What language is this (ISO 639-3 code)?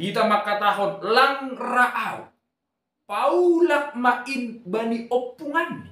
bts